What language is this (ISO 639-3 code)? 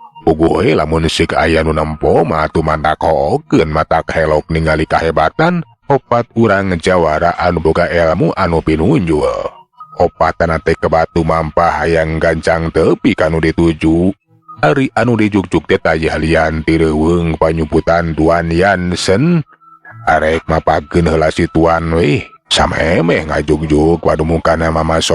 sun